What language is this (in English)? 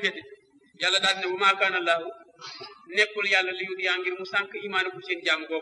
Wolof